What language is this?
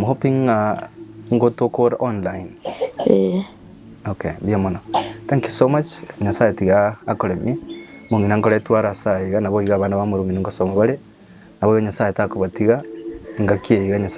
Gusii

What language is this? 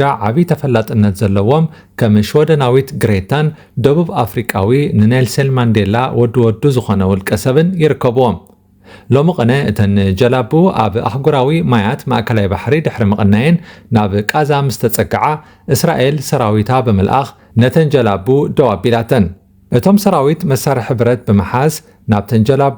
Tigrinya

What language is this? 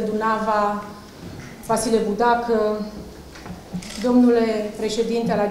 Romanian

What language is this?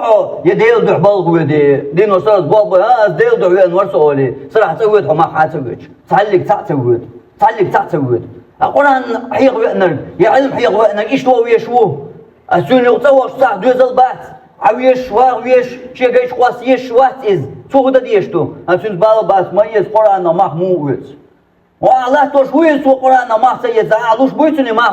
Chechen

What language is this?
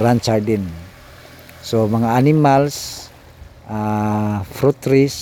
Cebuano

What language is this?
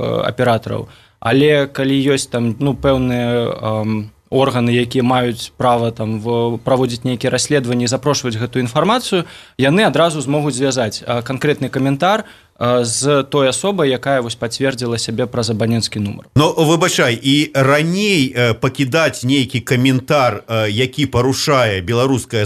Belarusian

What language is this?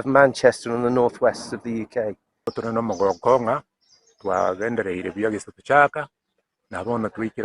Gusii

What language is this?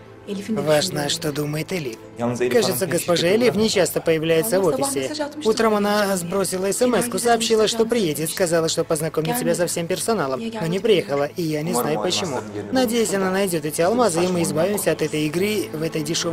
Russian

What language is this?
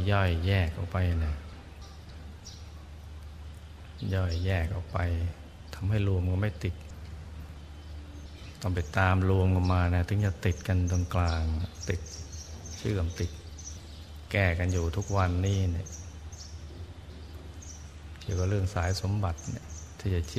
Thai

